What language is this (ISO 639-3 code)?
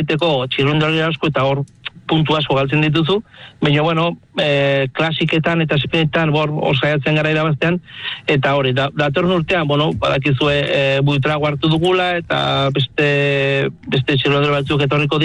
eus